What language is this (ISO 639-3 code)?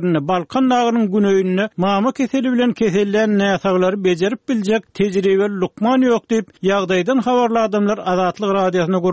tuk